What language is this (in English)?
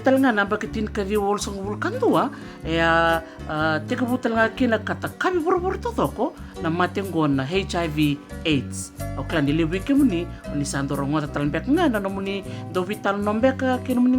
Fijian